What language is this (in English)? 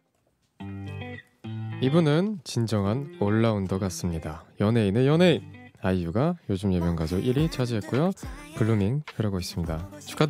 Korean